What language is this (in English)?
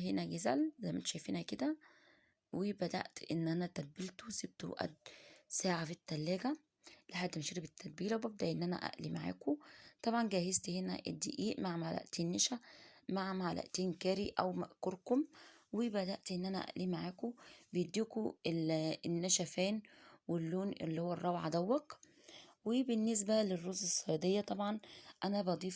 Egyptian Arabic